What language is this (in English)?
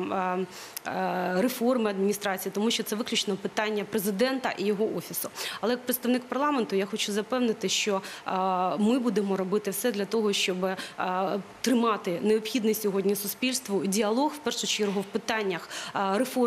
Ukrainian